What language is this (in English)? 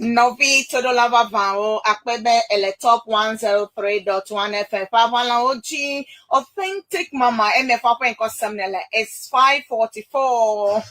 Ewe